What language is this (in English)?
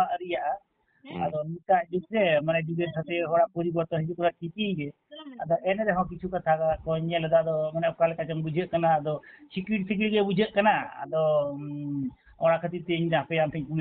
Santali